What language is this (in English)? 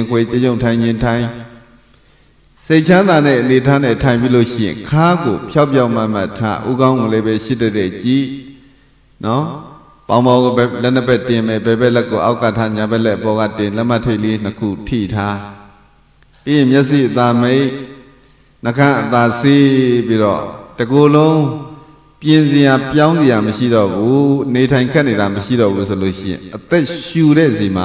Burmese